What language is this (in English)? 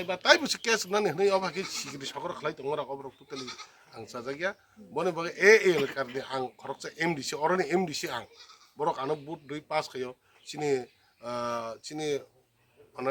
Kok Borok